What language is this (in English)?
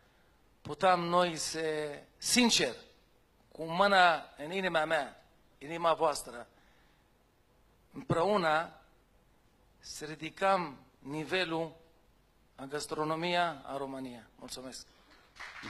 Romanian